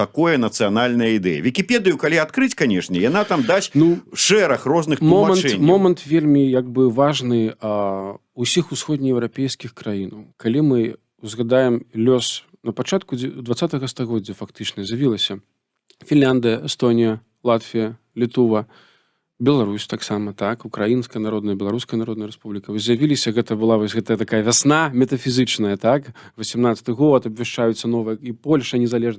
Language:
Belarusian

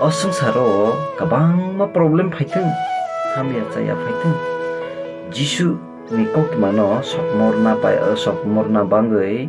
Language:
Kok Borok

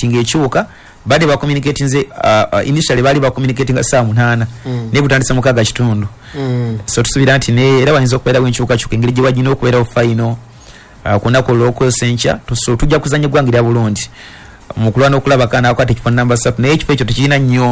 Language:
Ganda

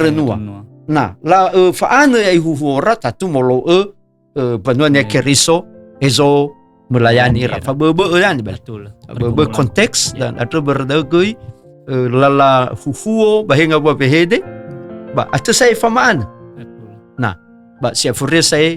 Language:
Nias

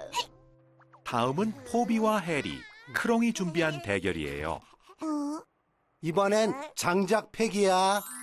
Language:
Korean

